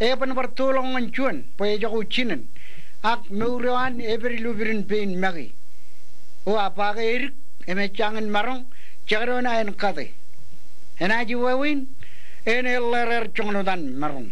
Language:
Marshallese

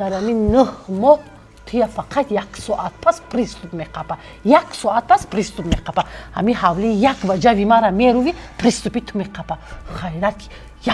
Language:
Tajik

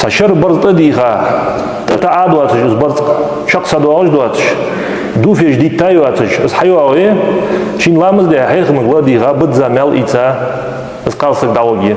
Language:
Ingush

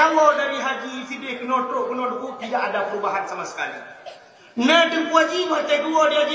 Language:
Achinese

